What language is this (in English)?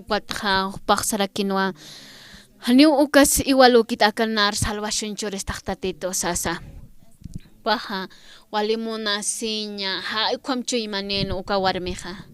Aymara